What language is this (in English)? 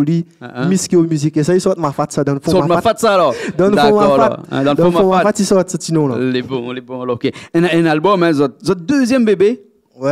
Réunion Creole French